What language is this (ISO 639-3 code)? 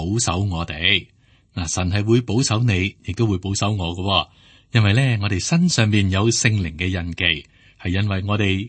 yue